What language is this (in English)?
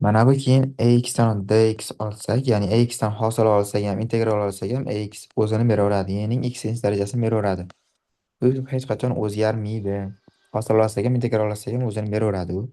Uzbek